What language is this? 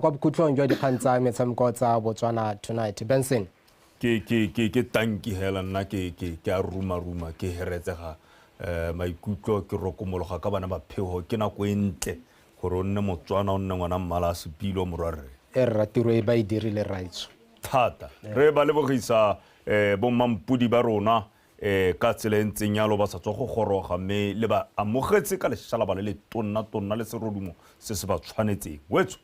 Tswana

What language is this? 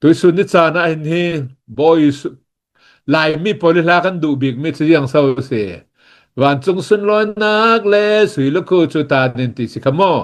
Hakha Chin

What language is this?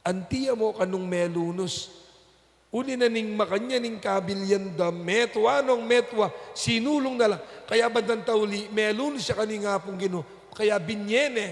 Pampanga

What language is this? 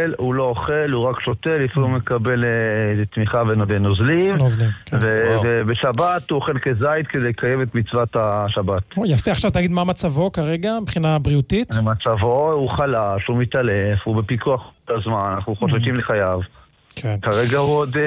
Hebrew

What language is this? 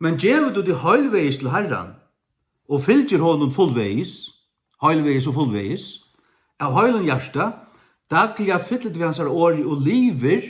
Faroese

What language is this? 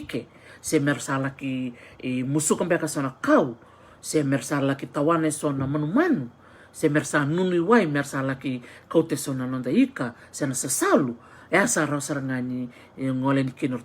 Fijian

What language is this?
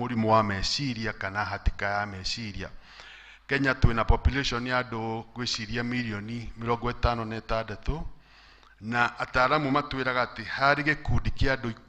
Kikuyu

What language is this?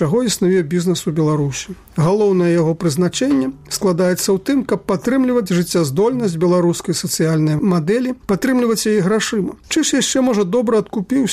Belarusian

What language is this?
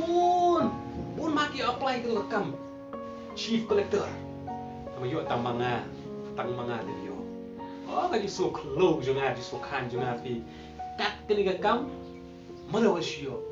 Khasi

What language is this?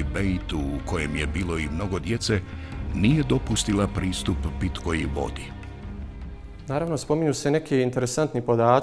Bosnian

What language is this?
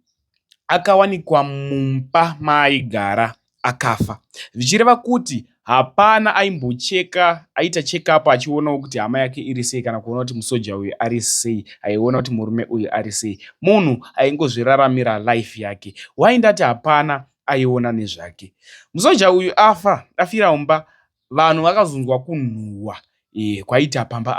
Shona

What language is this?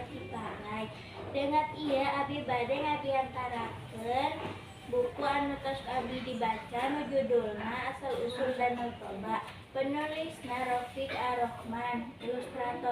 Sundanese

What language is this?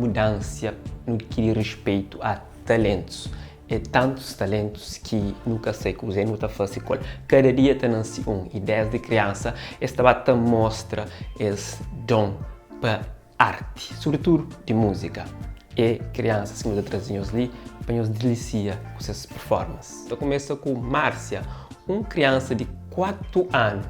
Kabuverdianu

